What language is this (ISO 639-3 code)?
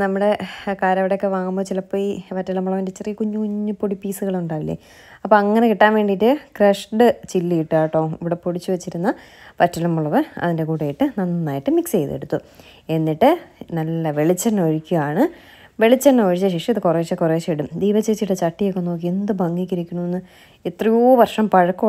mal